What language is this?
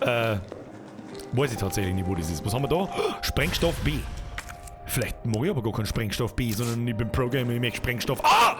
Bavarian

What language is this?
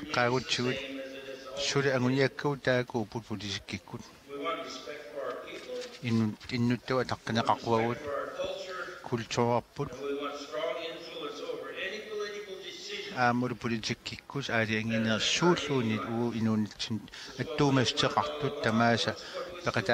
Kalaallisut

